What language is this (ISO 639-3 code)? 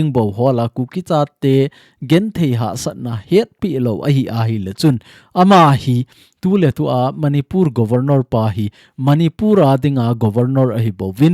tcz